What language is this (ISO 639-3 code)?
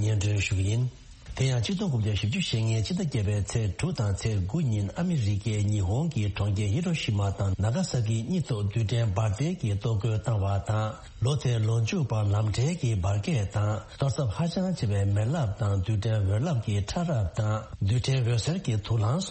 bod